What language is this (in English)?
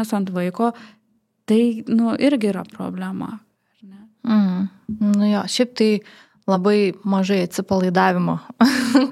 Lithuanian